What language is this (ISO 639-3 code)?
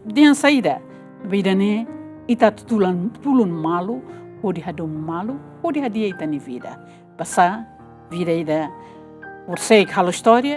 tet